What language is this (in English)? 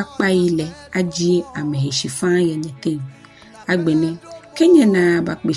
Ga